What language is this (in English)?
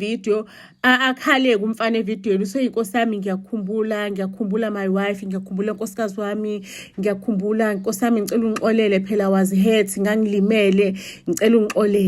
Zulu